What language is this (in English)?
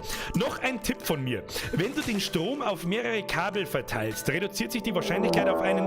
Bavarian